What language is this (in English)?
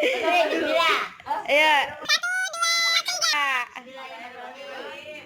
Betawi